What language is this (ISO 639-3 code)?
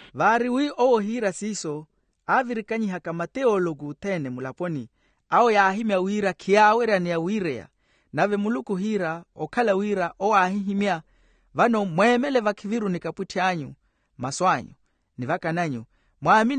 vmw